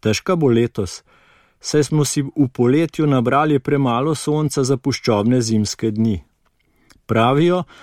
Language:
Slovenian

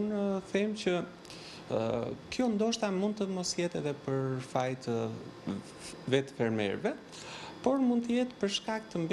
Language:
Albanian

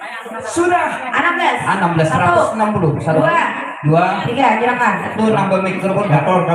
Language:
Banjar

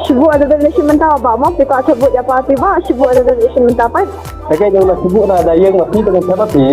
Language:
Khasi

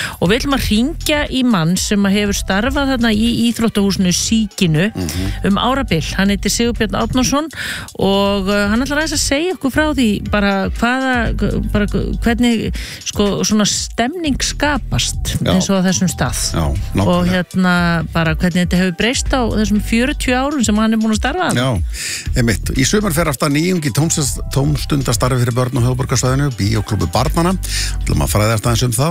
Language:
Icelandic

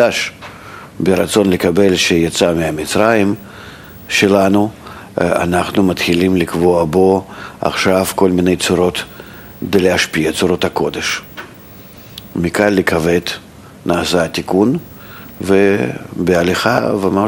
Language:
Hebrew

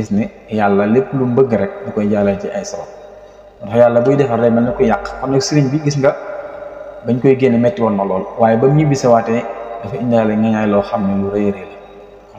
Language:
Wolof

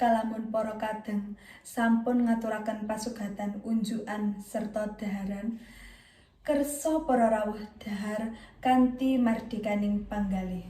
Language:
Javanese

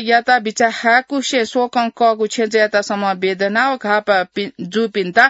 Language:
Newari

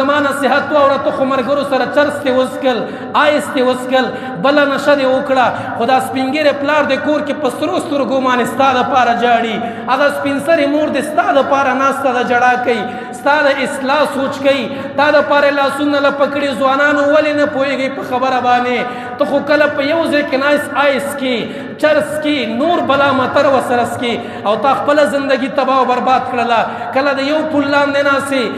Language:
Pashto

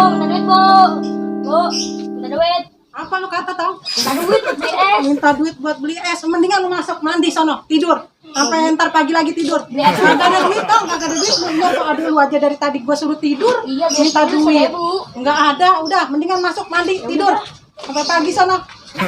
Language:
Betawi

